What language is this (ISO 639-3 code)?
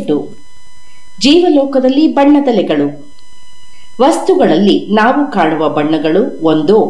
kan